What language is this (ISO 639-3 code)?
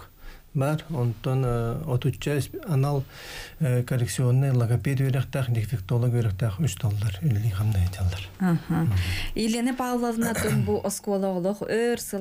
sah